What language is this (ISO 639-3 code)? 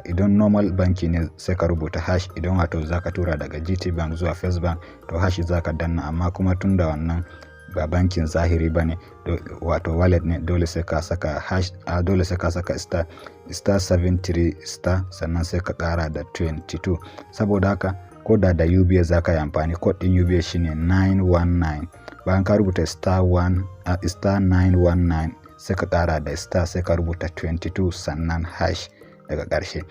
hau